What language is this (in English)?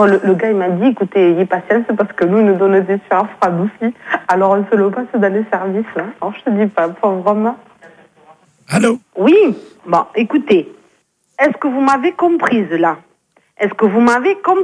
French